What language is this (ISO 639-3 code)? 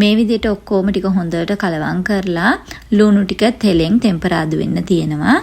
sin